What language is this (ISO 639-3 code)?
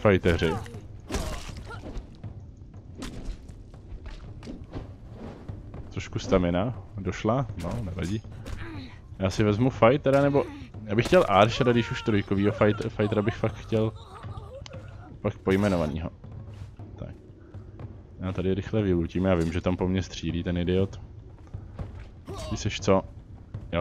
ces